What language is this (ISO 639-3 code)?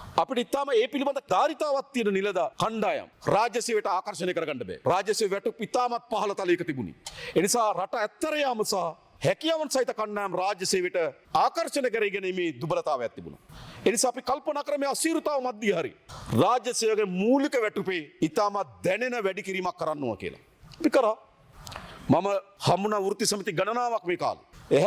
sin